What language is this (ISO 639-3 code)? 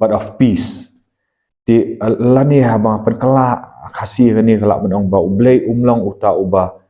kha